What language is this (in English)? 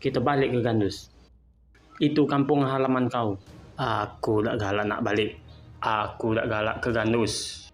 Musi